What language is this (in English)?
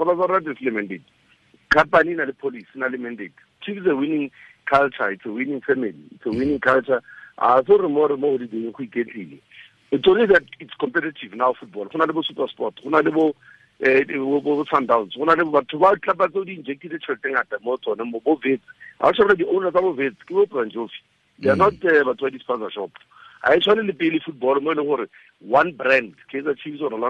Tswana